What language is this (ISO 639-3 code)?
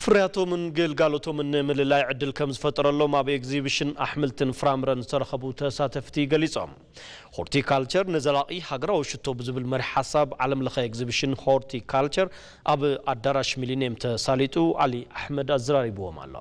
tir